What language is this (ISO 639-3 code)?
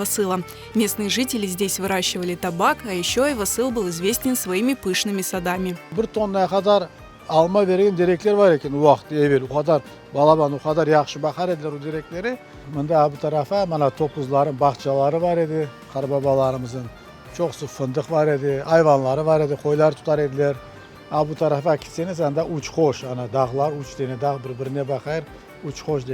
crh